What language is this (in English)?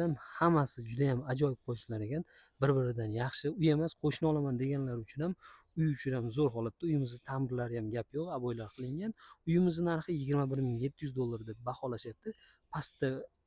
Uzbek